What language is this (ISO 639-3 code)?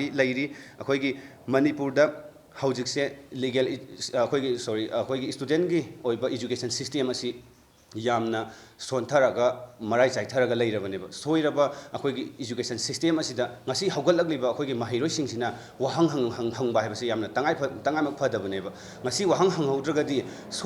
mni